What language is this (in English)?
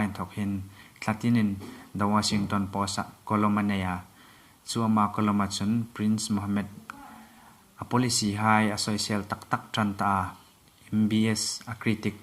Hmar